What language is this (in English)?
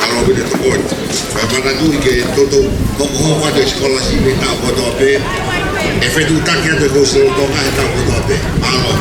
Tongan